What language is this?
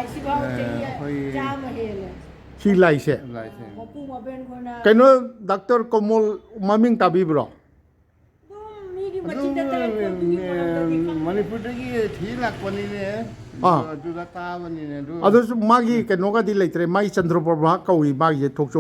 Manipuri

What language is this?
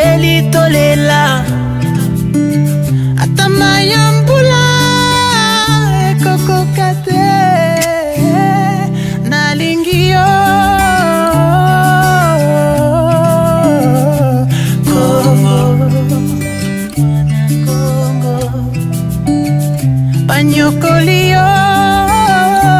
French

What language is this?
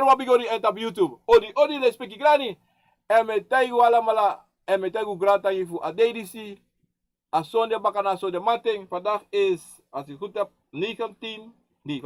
Sranan Tongo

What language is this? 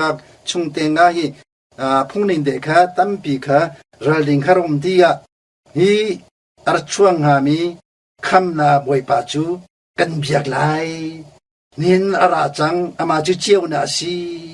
Hakha Chin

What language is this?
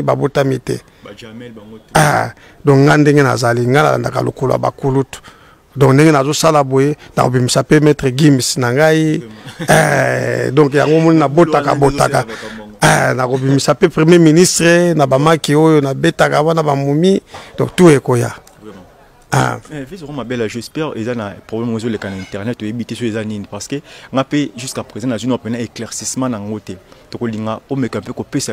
Lingala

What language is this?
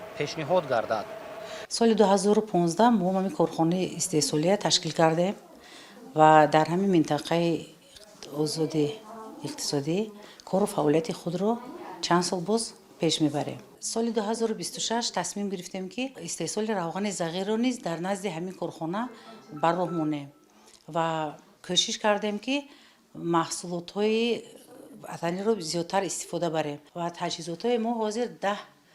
Tajik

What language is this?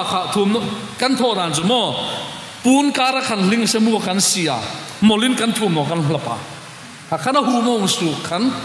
Hmar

